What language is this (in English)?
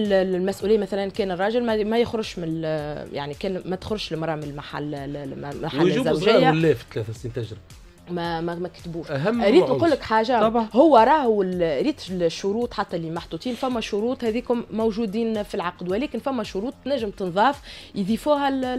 Tunisian Arabic